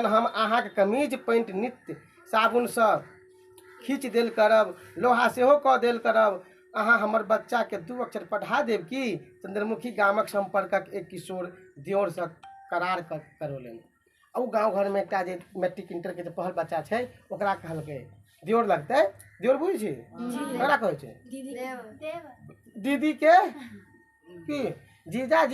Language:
Maithili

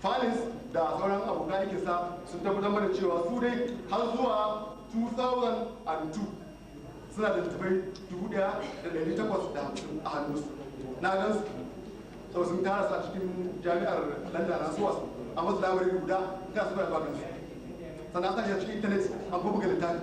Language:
Hausa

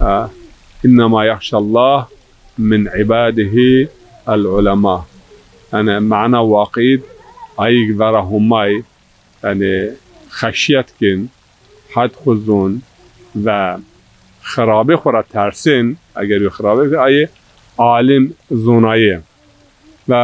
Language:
Zaza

